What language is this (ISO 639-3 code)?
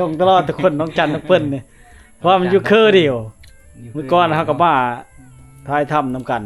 lao